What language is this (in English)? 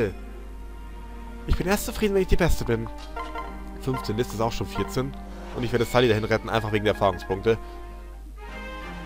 German